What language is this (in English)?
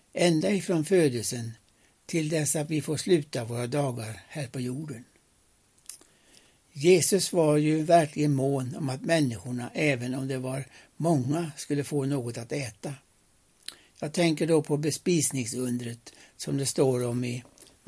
Swedish